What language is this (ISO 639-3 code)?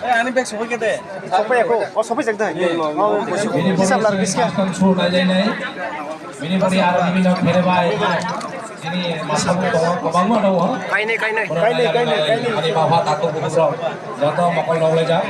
trp